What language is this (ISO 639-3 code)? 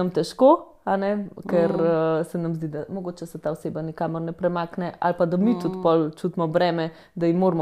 slv